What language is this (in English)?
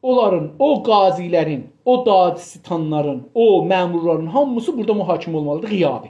South Azerbaijani